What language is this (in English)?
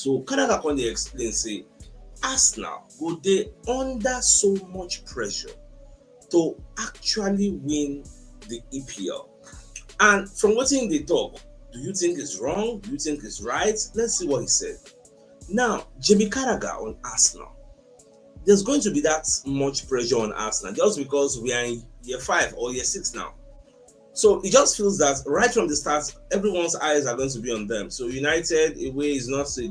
Nigerian Pidgin